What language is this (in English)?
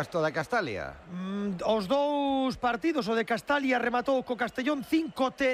Galician